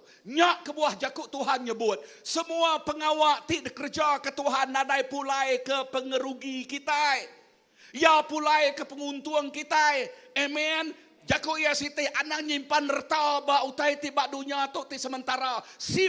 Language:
Iban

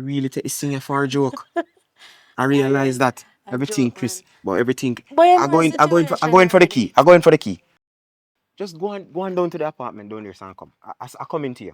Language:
Jamaican Creole English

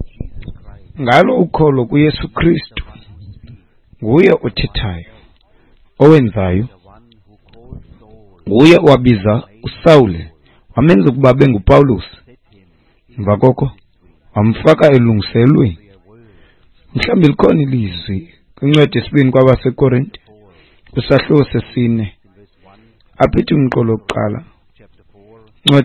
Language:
Xhosa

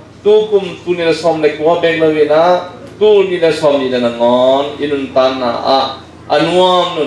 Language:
Tedim Chin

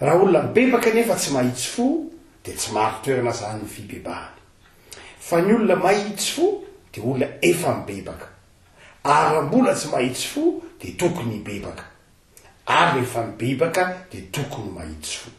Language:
Malagasy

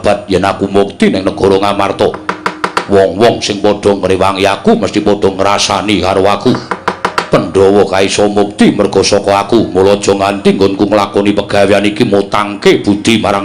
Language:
Javanese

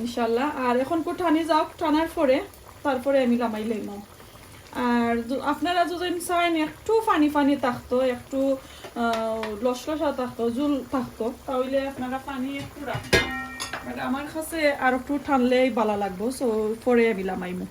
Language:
Sylheti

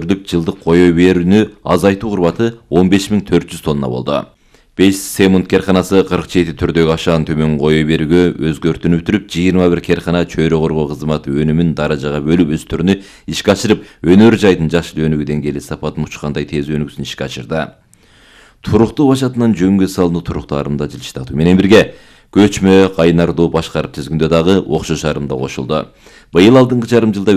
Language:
Kyrgyz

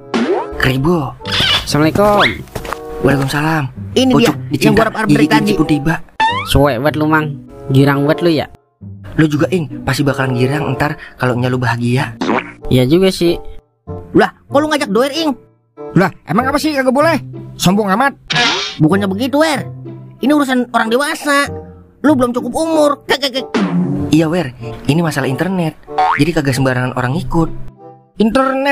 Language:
Betawi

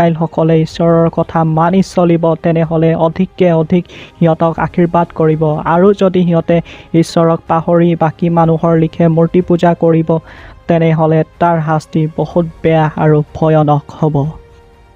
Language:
Assamese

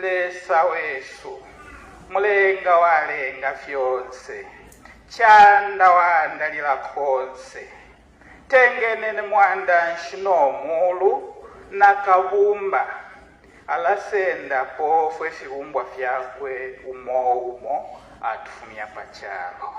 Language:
Bemba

